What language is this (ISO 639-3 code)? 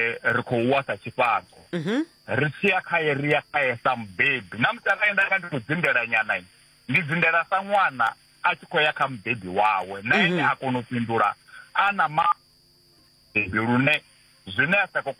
ven